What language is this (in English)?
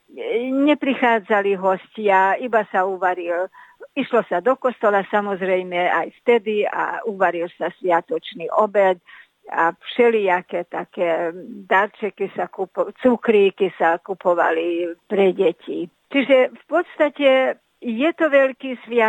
Slovak